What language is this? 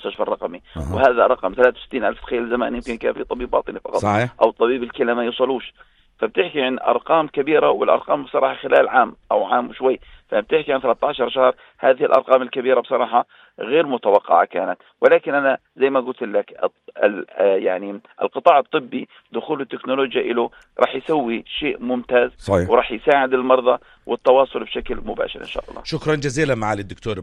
South Levantine Arabic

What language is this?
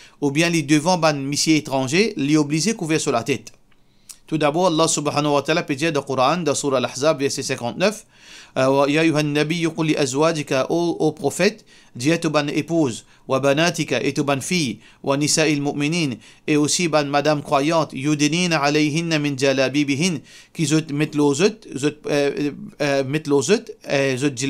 Morisyen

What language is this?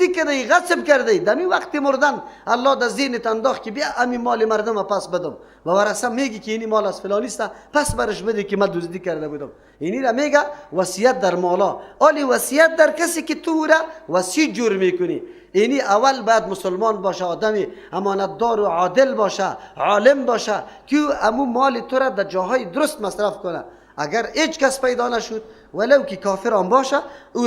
Persian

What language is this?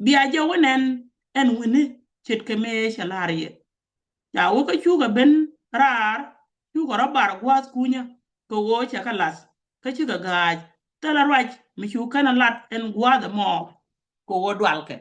Nuer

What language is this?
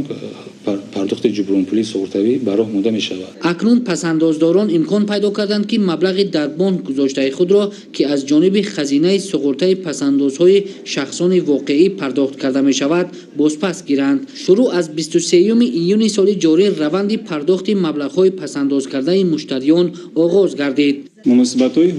Tajik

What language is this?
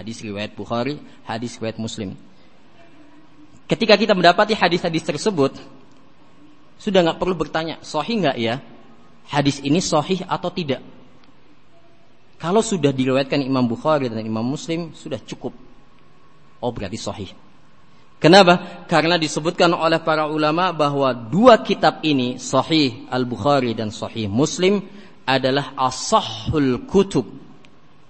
Indonesian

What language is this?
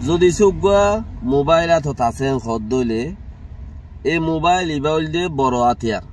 Rohingya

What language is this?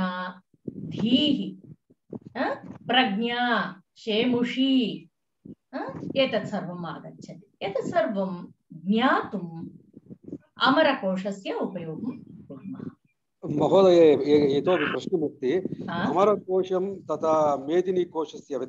Sanskrit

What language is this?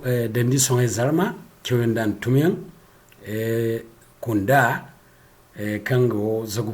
Zarma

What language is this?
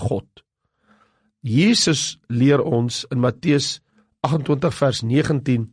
Afrikaans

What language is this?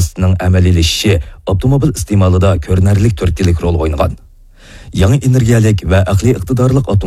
Uyghur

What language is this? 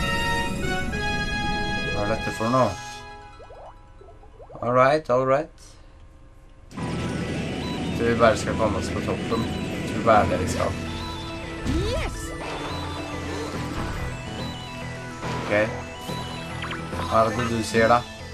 Norwegian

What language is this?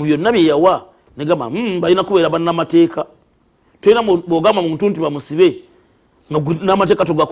Ganda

